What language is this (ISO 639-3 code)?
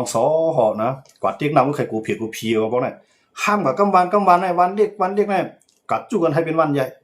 shn